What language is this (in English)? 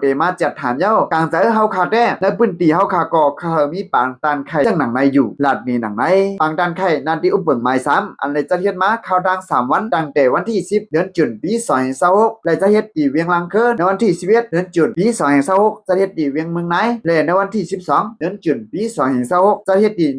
Shan